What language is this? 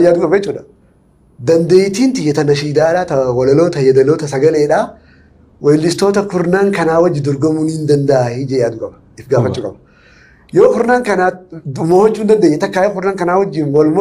Oromo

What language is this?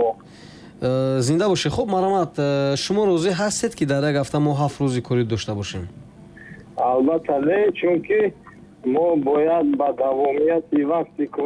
Tajik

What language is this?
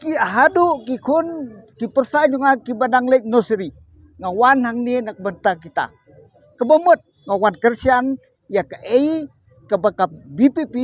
Khasi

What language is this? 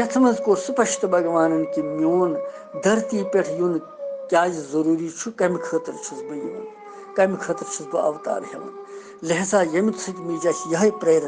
Kashmiri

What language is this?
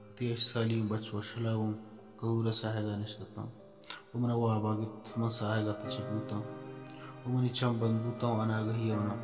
Baluchi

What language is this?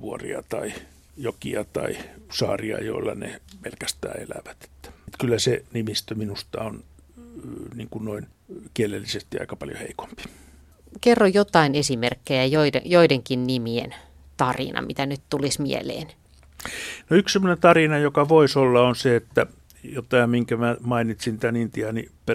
Finnish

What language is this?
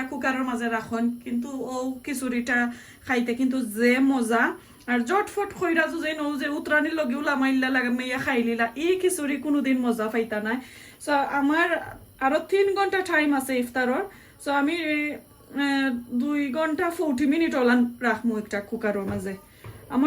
Sylheti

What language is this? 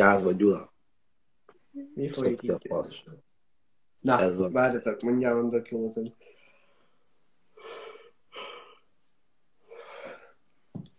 Hungarian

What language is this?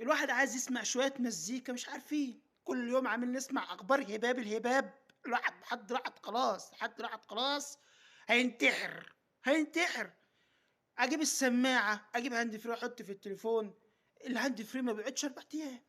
Egyptian Arabic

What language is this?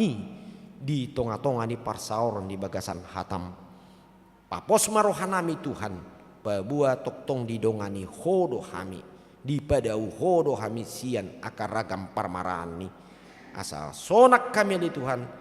Batak Toba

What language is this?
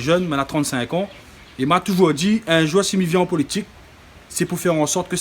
Réunion Creole French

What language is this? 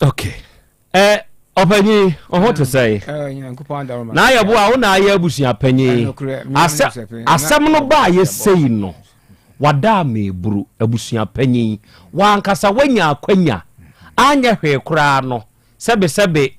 Akan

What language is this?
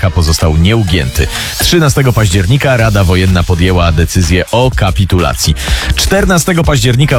Polish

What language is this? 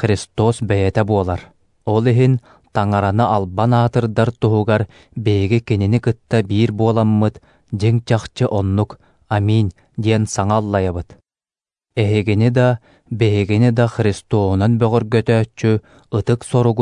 Yakut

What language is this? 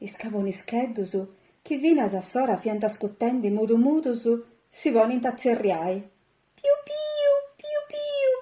Sardinian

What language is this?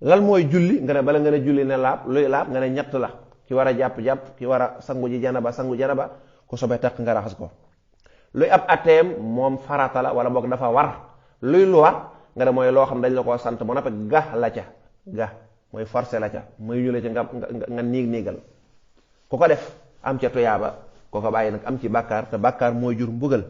Wolof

